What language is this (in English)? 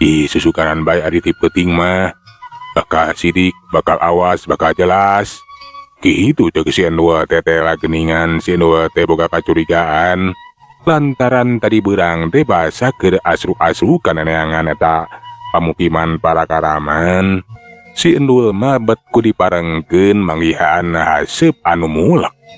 Sundanese